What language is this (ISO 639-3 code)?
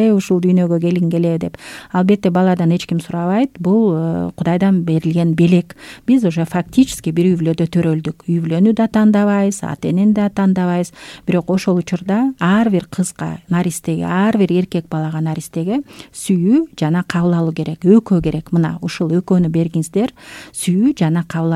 kir